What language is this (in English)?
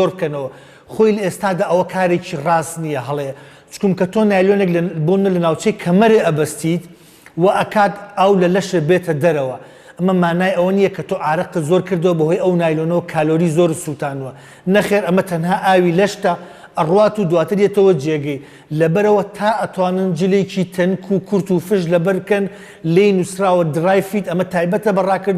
Central Kurdish